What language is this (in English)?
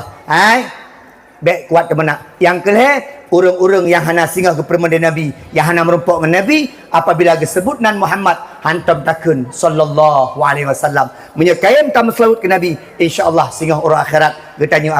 Achinese